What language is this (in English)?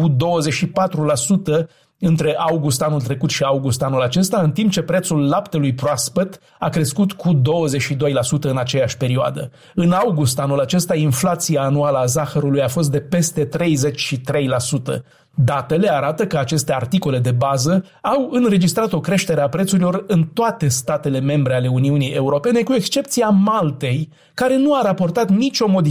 Romanian